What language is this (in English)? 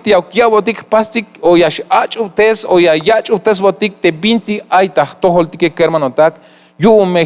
Tzeltal